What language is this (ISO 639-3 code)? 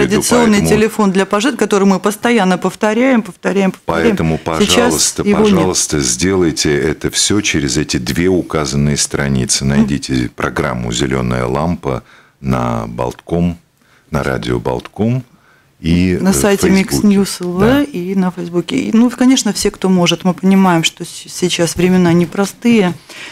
rus